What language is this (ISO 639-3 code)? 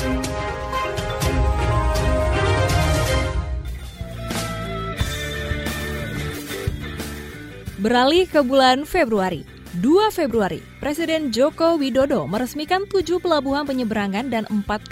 ind